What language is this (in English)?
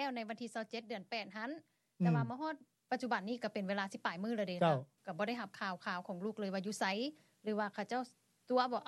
Lao